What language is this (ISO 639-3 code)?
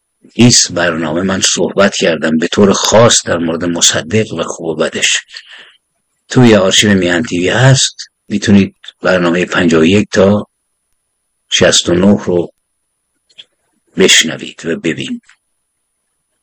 fas